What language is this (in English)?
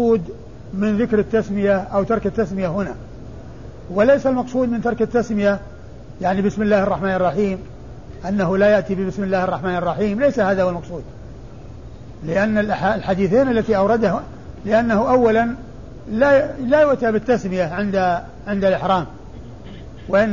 Arabic